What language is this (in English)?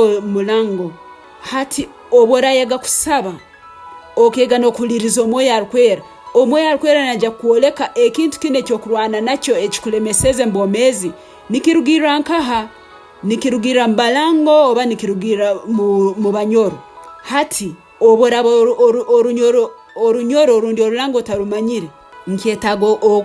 Tooro